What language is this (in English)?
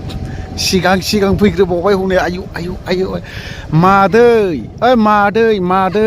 Bodo